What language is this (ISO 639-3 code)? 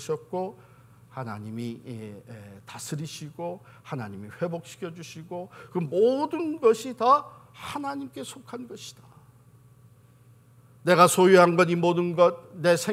kor